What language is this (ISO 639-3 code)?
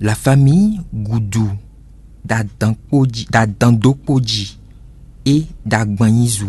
fon